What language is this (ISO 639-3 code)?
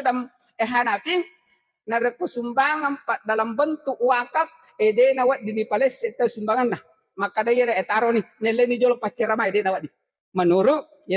bug